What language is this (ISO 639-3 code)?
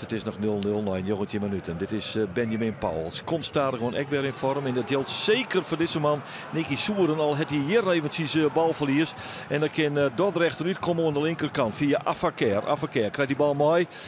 fry